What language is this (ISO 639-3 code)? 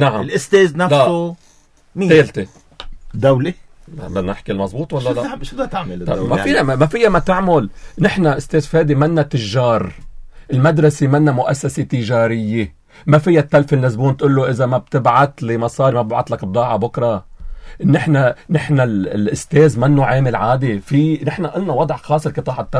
apc